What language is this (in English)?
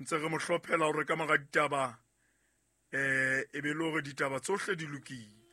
Southern Sotho